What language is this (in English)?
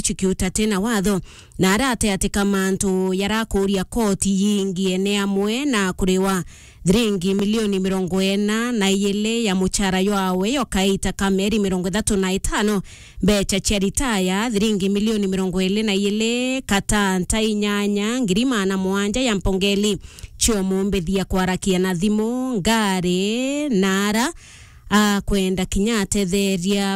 Meru